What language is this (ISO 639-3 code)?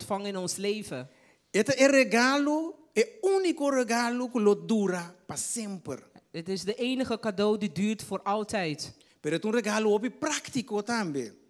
pap